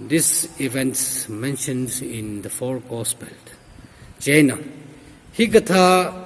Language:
Tangkhul Naga (India)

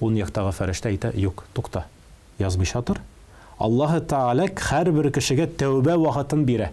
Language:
Tatar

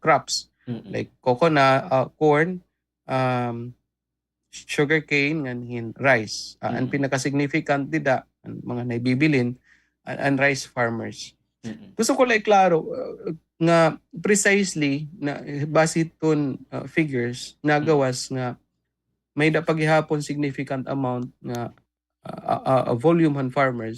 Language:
Waray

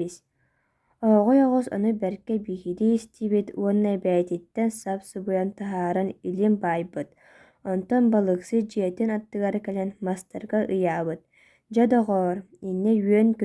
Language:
Yakut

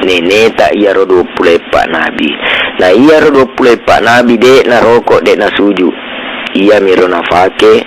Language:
Buginese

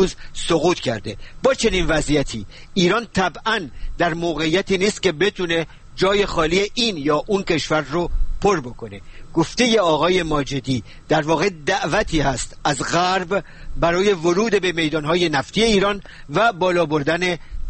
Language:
Persian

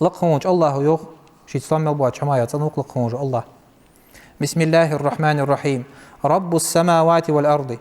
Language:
Ingush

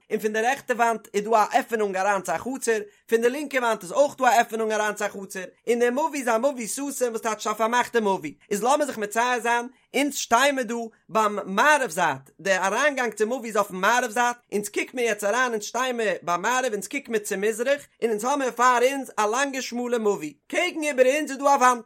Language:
Yiddish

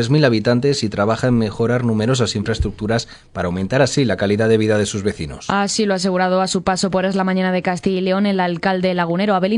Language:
Spanish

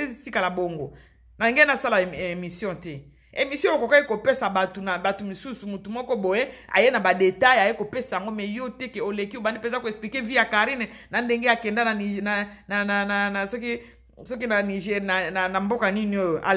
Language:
Lingala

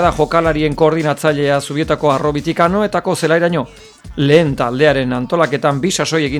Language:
Basque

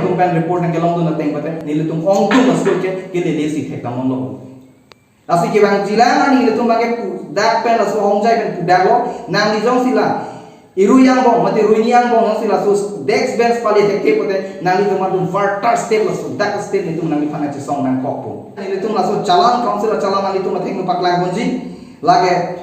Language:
Karbi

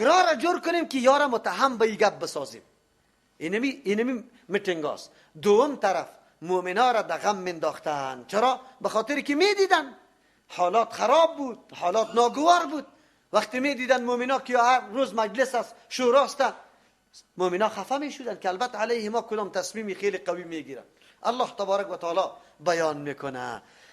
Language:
Persian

